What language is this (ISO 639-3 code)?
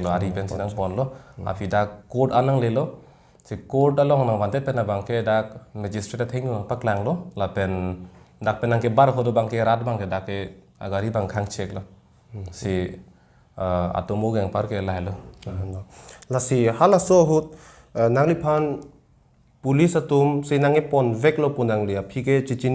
mjw